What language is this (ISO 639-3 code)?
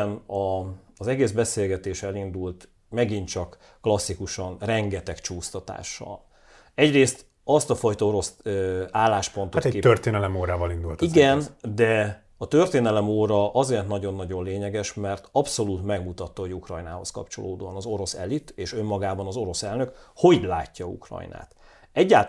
hun